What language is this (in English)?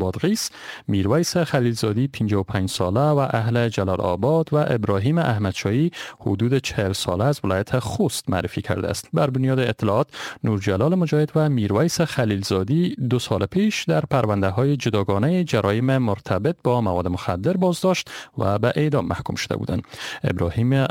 Persian